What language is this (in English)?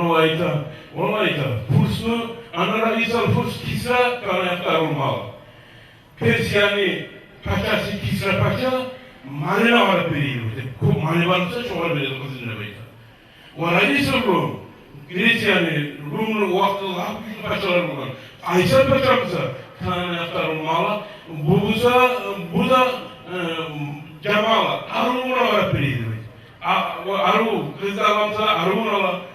Kumyk